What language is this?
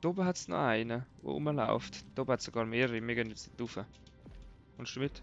Swiss German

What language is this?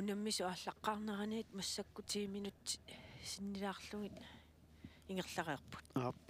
Kalaallisut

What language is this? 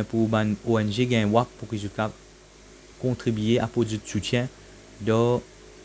Morisyen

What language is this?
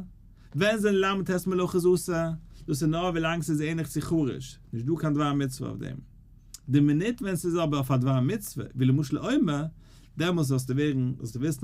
Yiddish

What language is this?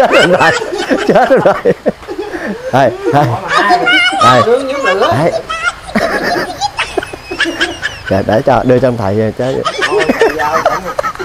Vietnamese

